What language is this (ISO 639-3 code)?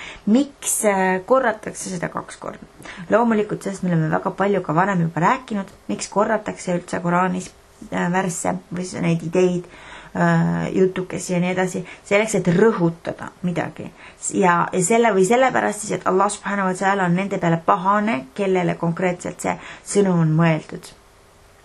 est